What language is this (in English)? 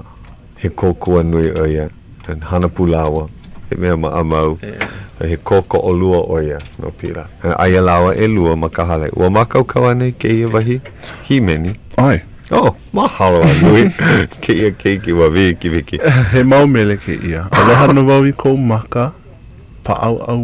Hawaiian